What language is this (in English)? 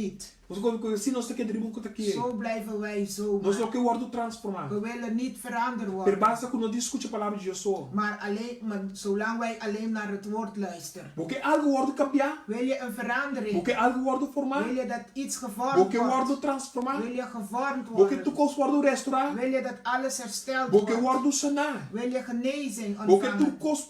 Papiamento